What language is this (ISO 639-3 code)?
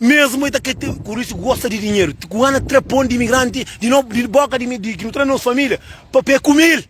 kea